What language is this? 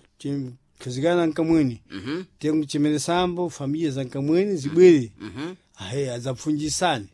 Sena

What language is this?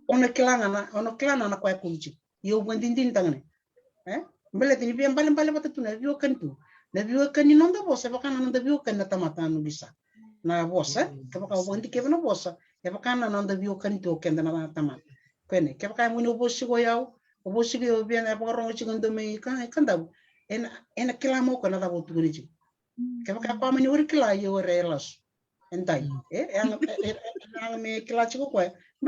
Fijian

